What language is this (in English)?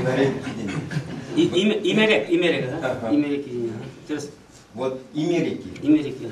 Chuvash